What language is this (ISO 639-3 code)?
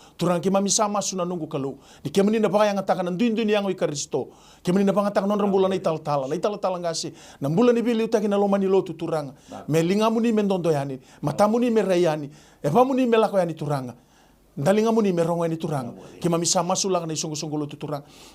fij